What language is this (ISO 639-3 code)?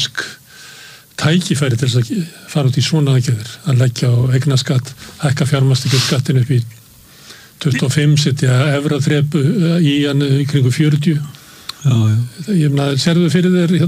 isl